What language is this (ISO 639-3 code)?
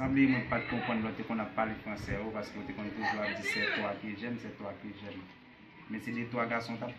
hat